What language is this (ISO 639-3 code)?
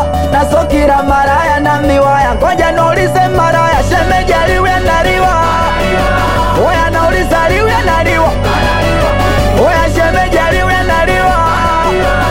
swa